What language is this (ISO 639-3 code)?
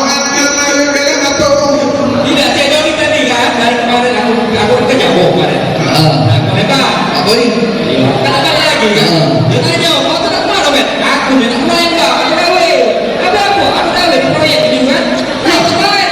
mui